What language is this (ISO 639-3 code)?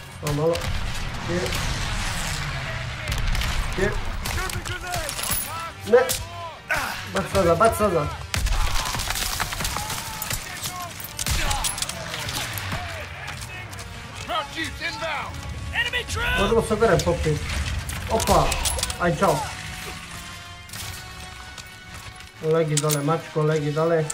hrv